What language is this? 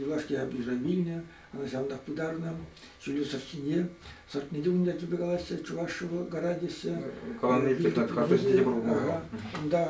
Chuvash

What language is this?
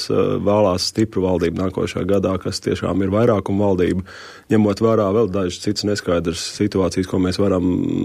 Latvian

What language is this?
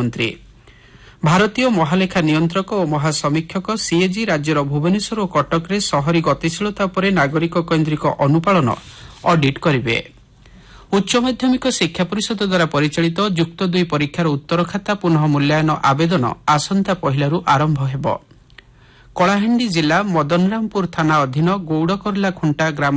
Odia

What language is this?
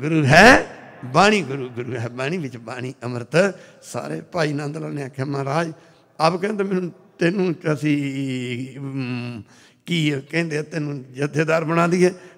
Punjabi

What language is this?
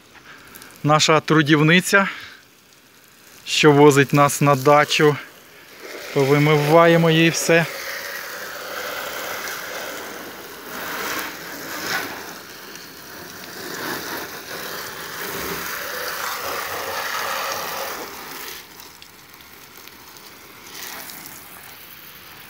Ukrainian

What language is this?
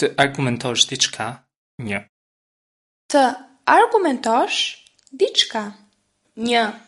Albanian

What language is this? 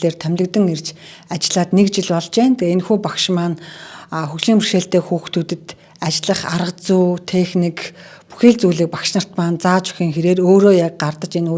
Mongolian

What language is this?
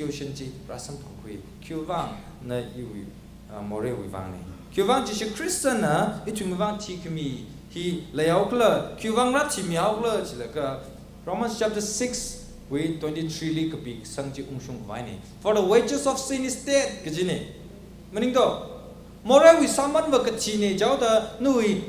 Tangkhul Naga (India)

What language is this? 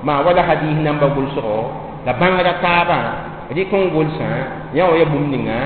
Mossi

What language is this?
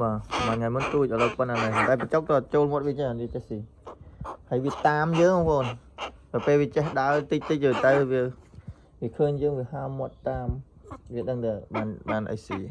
Khmer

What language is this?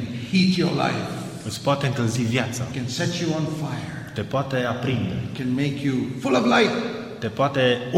Romanian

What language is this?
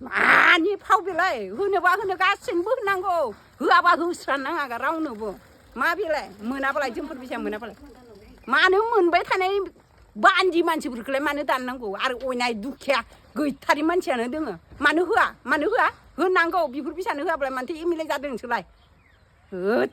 Bodo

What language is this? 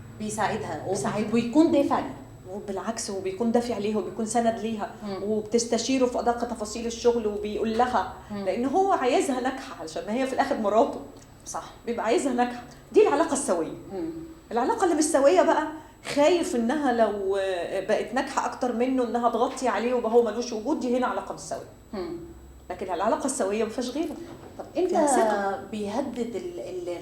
Egyptian Arabic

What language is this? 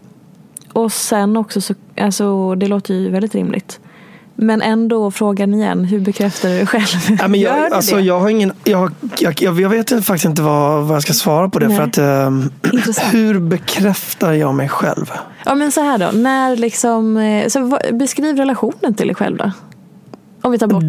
Swedish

